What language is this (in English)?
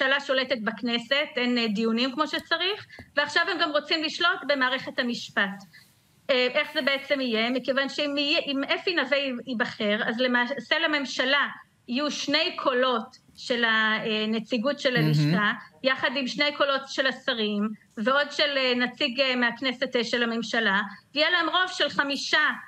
Hebrew